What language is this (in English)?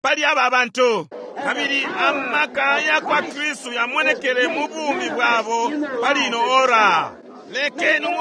Bemba